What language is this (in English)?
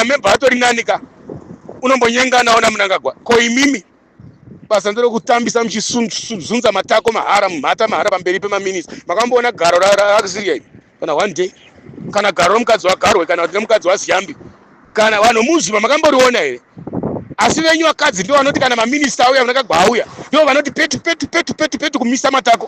Shona